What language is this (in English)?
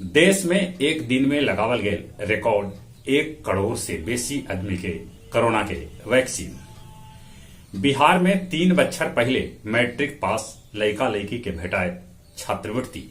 Magahi